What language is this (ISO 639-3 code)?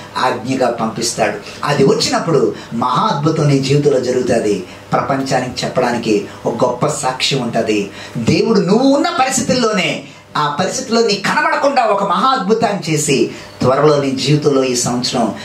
tel